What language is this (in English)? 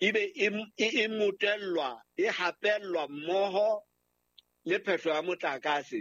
Southern Sotho